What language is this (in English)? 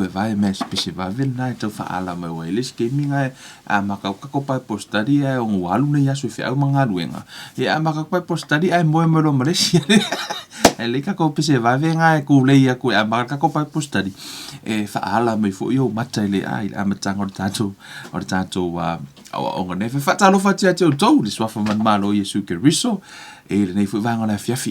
Samoan